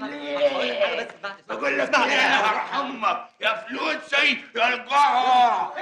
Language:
Egyptian Arabic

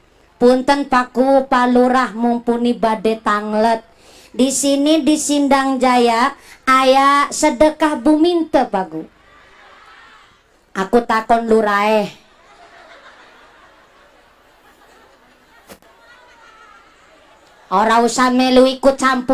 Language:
Javanese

